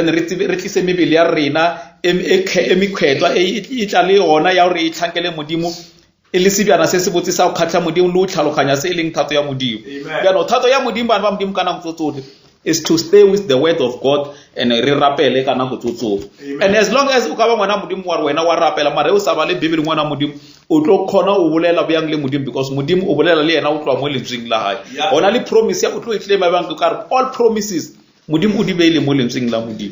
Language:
Northern Sotho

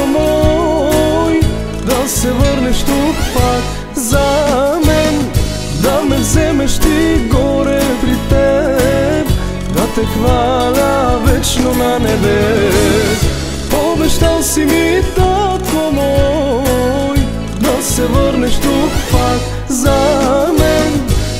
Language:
Bulgarian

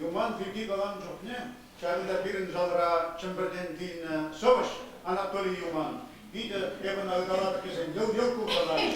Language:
Chuvash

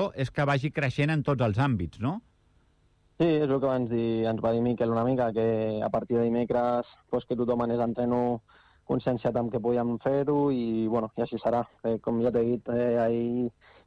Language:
Catalan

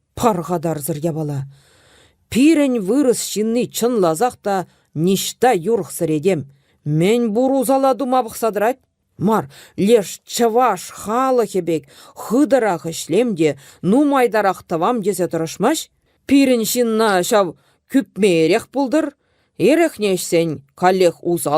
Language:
Chuvash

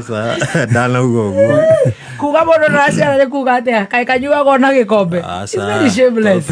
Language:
Kikuyu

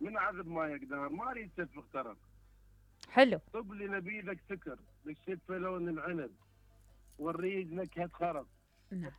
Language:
Mesopotamian Arabic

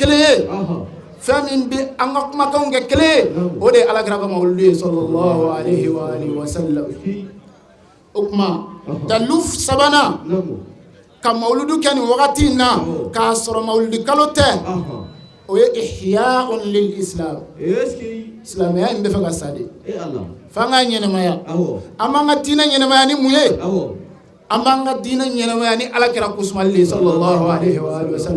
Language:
Bambara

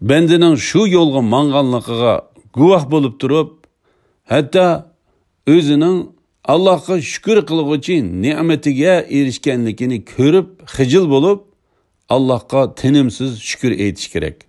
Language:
Uyghur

